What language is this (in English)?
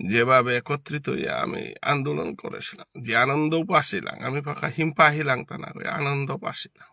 Bishnupriya